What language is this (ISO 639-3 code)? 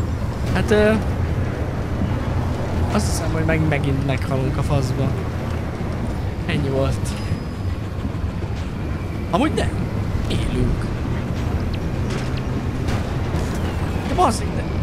hun